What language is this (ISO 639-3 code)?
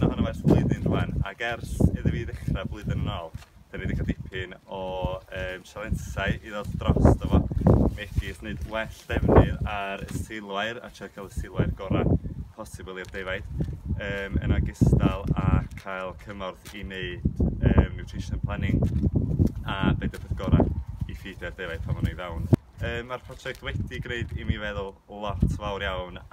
cym